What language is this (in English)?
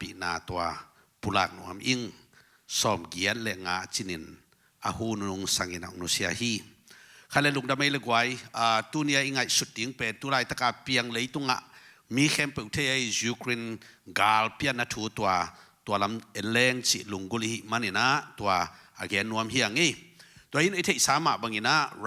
Tedim Chin